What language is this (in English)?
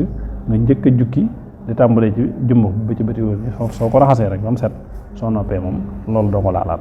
Wolof